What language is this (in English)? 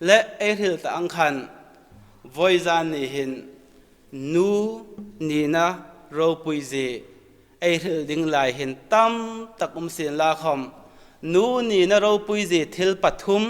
Hmar